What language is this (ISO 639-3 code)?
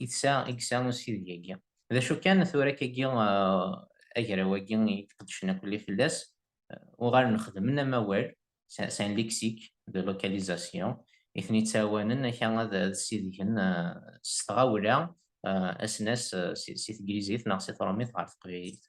kab